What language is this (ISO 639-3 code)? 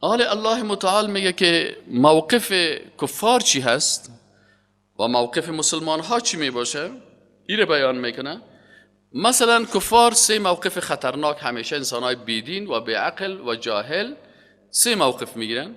fas